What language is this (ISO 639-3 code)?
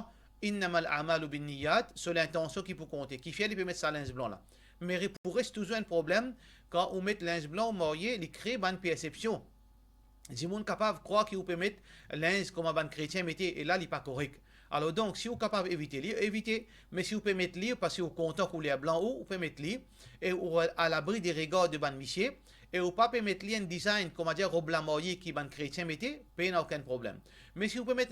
mfe